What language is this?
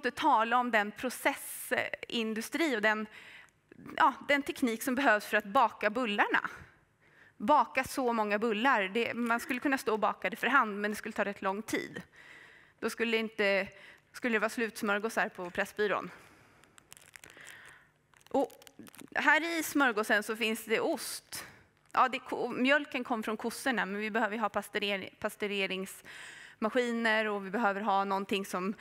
Swedish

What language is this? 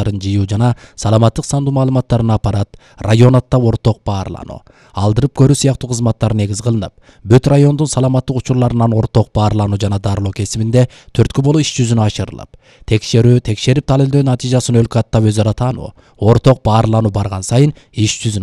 Kyrgyz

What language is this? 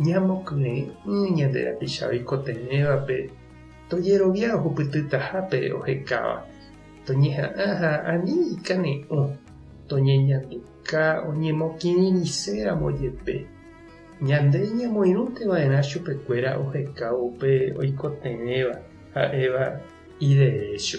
Guarani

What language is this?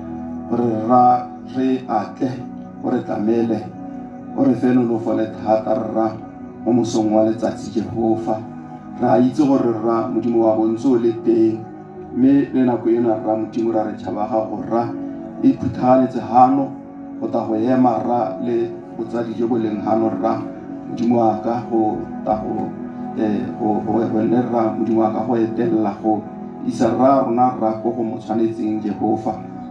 Tswana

